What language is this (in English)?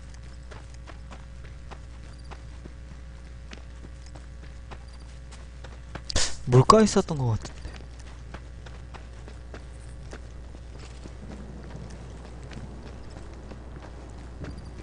Korean